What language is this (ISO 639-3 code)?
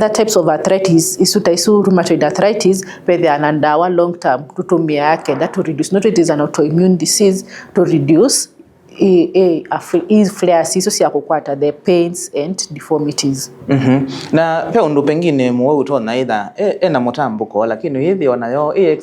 kam